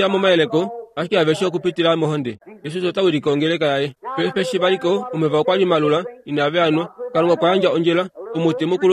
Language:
Kuanyama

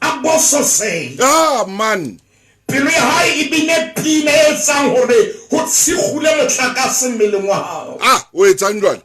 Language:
Southern Sotho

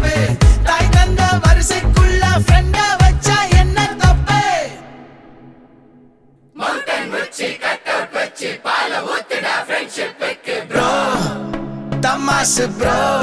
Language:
Tamil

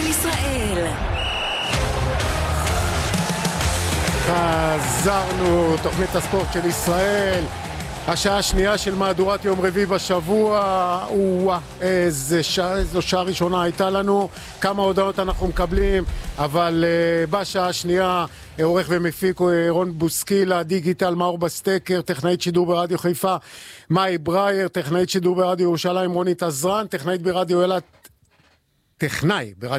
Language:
Hebrew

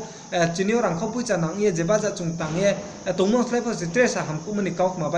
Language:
Riang (India)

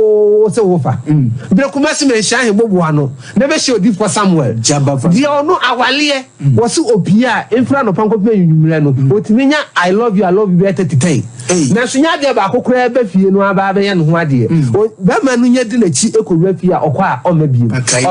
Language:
Akan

